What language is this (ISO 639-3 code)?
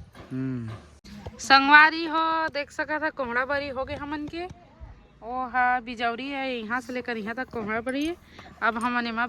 hne